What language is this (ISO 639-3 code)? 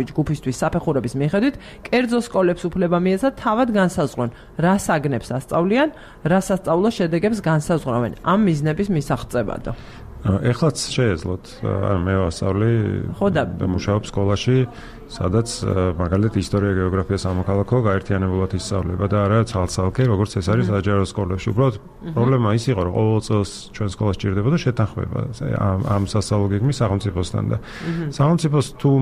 kat